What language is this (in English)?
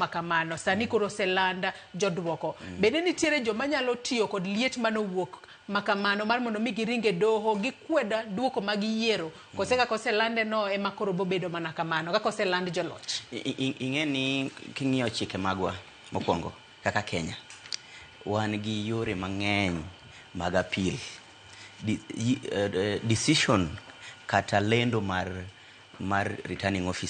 Luo (Kenya and Tanzania)